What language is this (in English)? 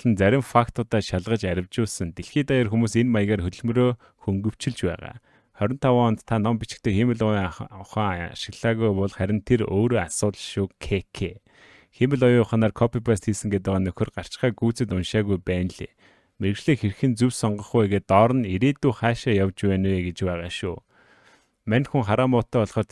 Mongolian